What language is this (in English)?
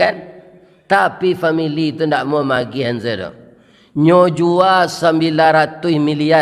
Minangkabau